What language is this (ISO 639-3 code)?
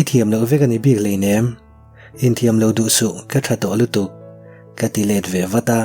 lus